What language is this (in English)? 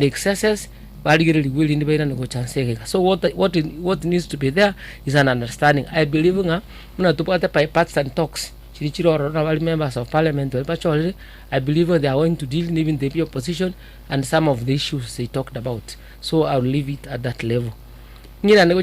Gusii